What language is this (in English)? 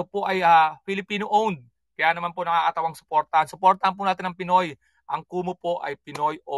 Filipino